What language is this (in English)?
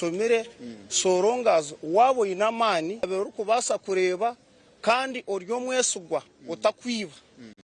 Nyankole